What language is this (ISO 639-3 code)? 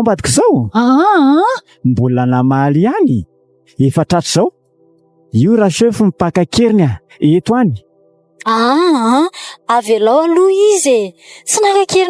mlg